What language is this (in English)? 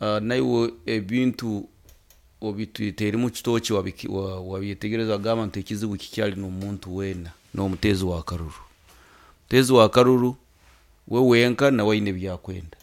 Nyoro